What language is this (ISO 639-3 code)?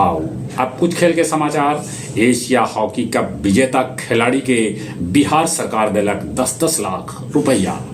mag